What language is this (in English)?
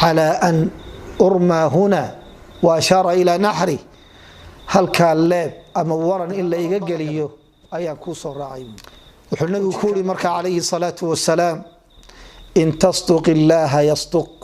Somali